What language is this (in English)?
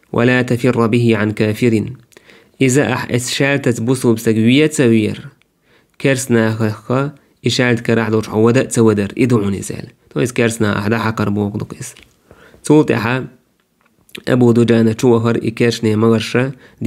Chechen